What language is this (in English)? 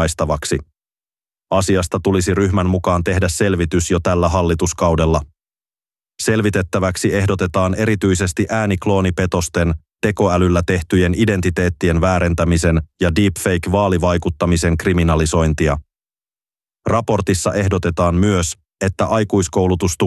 Finnish